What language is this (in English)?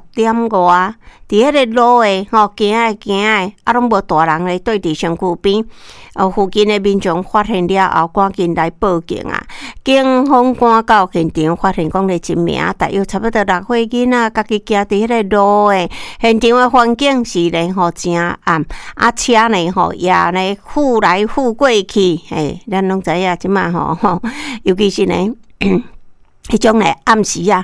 Min Nan Chinese